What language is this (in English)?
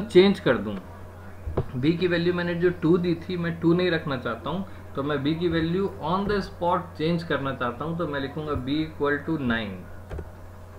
Hindi